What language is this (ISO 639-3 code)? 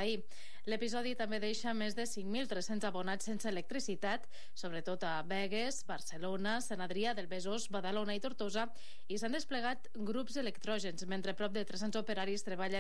cat